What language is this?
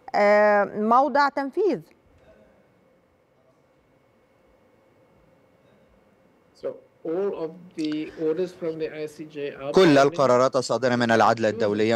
Arabic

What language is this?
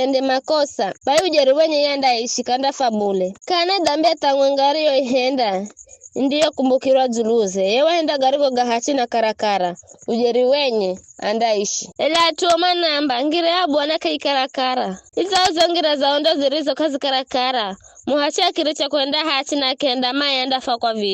Giryama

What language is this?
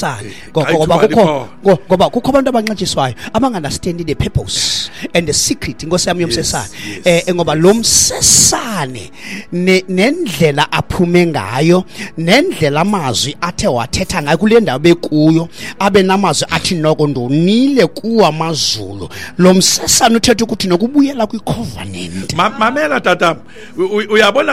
Xhosa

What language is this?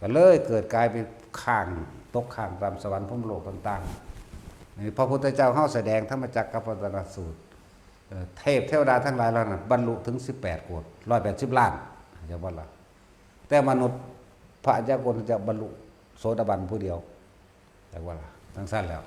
Northeastern Thai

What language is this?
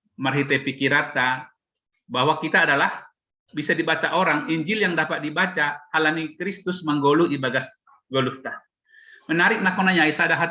Batak Simalungun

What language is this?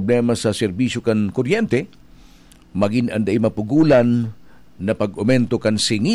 Bikol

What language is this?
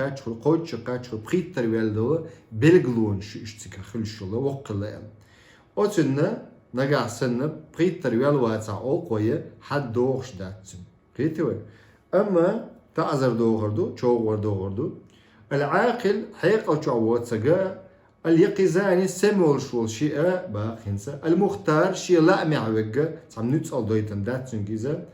Chechen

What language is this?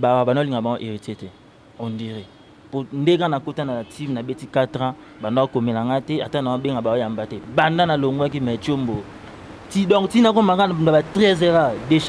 Lingala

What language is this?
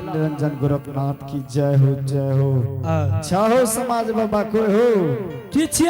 Angika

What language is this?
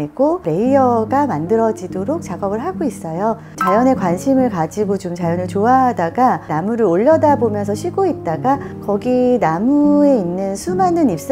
Korean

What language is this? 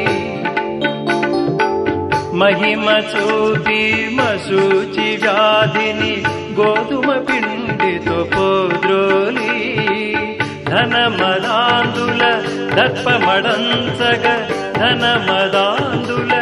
Telugu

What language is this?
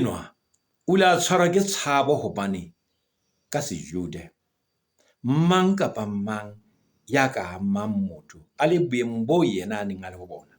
Southern Sotho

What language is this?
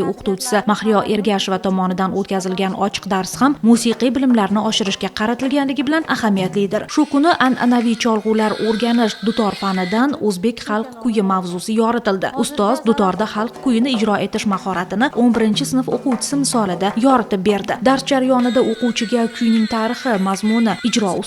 Uzbek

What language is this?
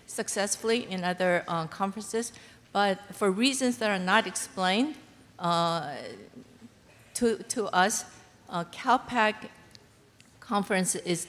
English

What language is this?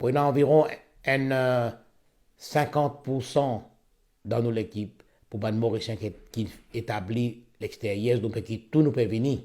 Morisyen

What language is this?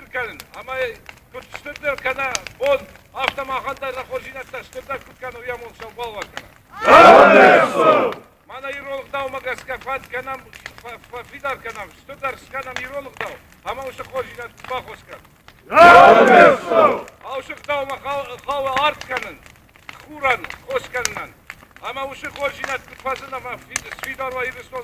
Ossetic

